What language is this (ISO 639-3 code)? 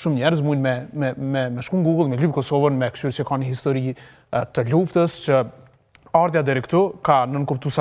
sqi